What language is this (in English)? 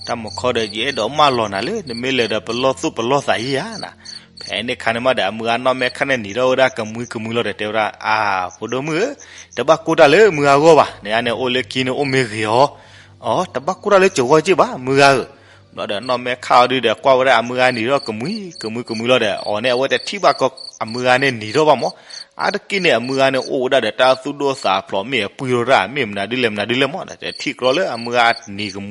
S'gaw Karen